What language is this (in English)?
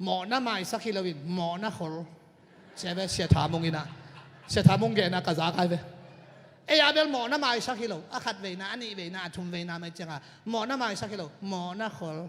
Tedim Chin